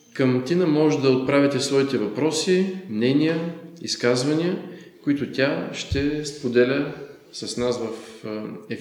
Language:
Bulgarian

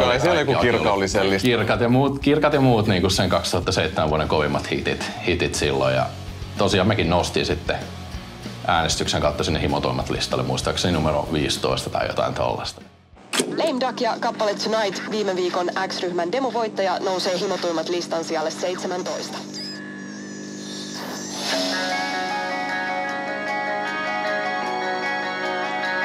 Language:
Finnish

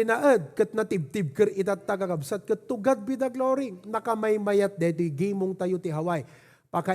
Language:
Iloko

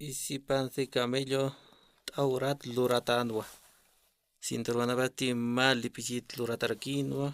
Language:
Aymara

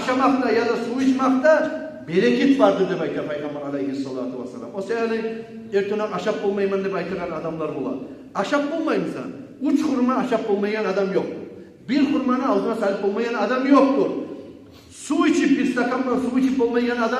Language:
Kumyk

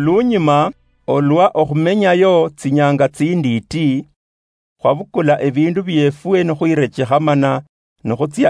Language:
Luyia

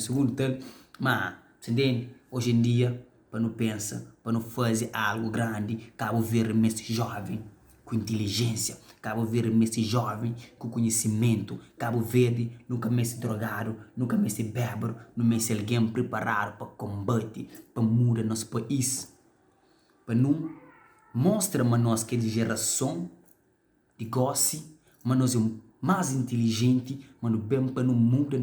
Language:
Kabuverdianu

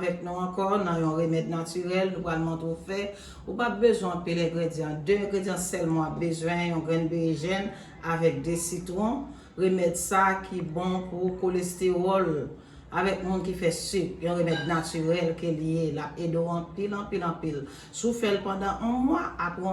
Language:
Haitian Creole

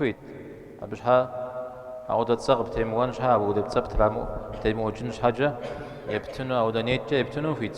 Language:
Kabardian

